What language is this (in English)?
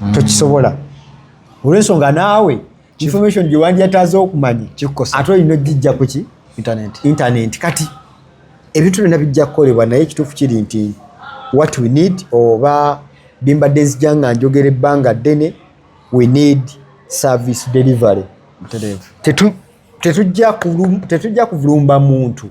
Ganda